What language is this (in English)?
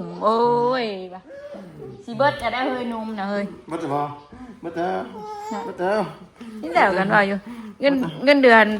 Northeastern Thai